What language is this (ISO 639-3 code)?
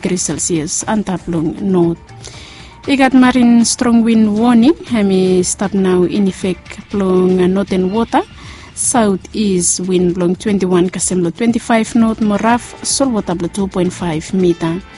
bis